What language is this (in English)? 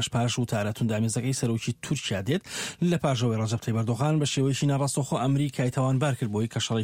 Central Kurdish